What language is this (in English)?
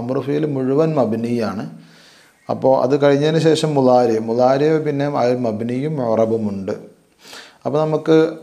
Malayalam